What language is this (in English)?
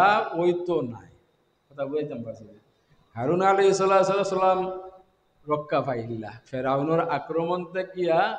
Sylheti